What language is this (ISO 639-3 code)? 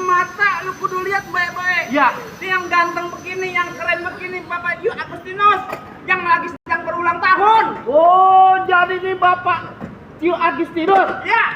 bew